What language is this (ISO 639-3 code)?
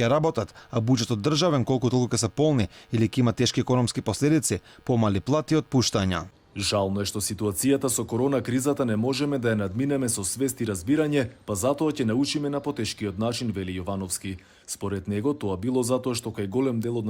mkd